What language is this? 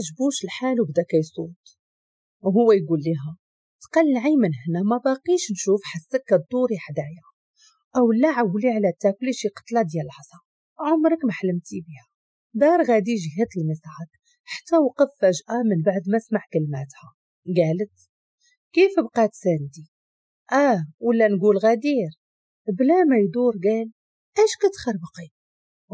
Moroccan Arabic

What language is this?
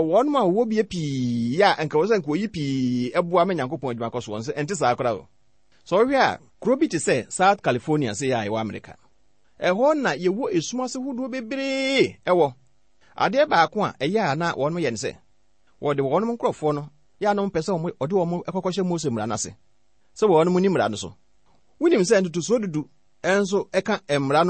Akan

